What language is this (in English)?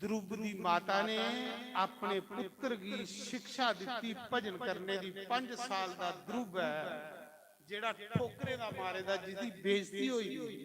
Dogri